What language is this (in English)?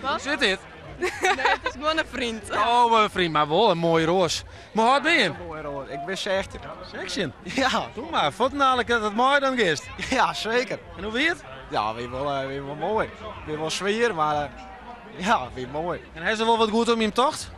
Western Frisian